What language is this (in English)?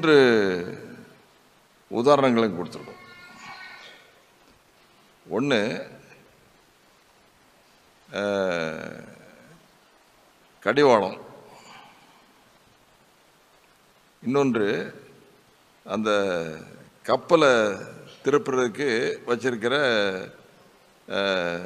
Tamil